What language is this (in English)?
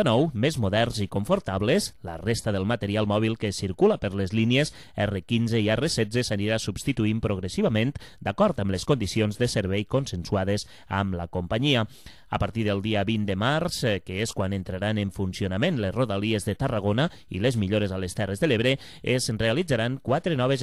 Catalan